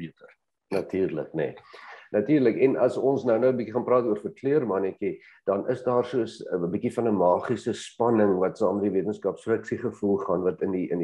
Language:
Afrikaans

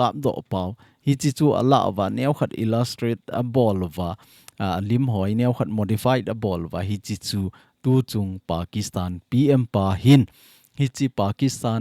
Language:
Thado Chin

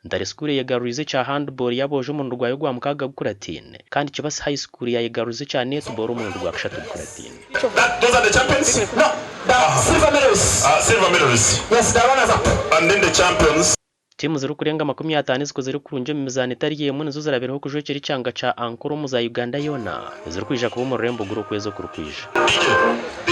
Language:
Nyankole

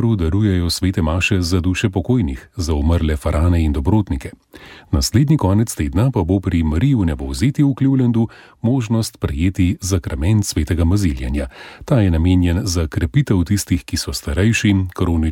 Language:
Slovenian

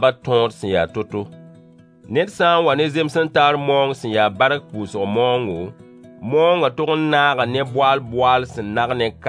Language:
Mossi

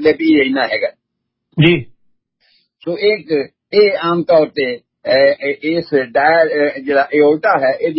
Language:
Punjabi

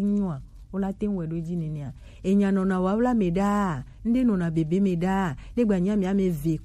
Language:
Gen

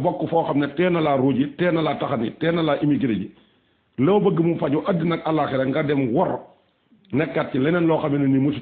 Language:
Wolof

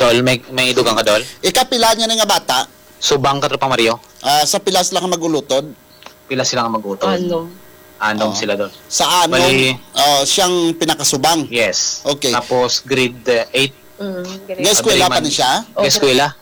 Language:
Hiligaynon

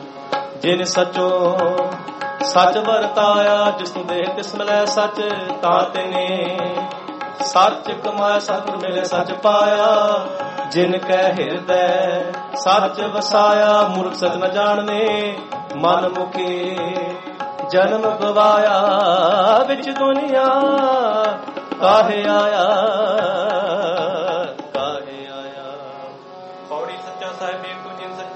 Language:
Punjabi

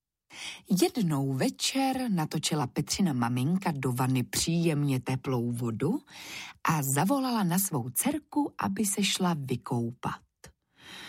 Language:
Czech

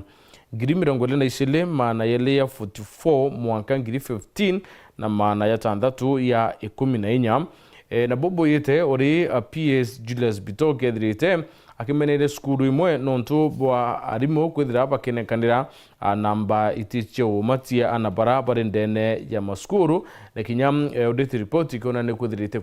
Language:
Meru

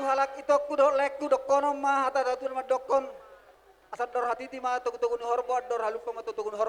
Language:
Batak Toba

